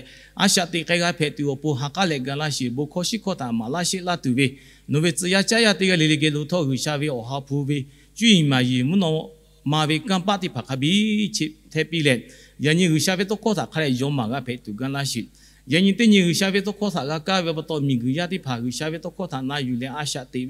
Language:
Lahu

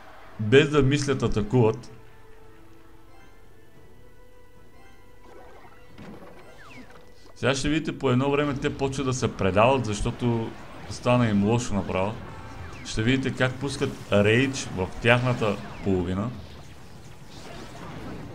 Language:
Bulgarian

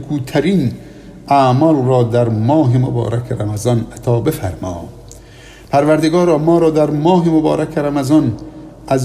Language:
Persian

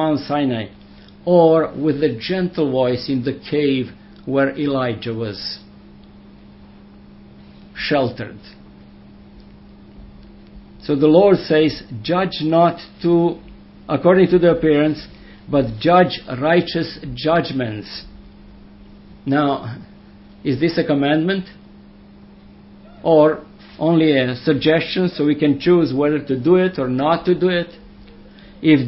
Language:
English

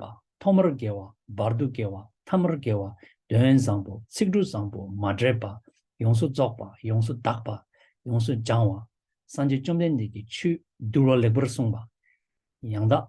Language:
Tibetan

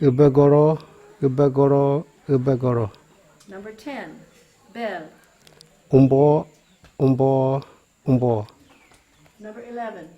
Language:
Kamasau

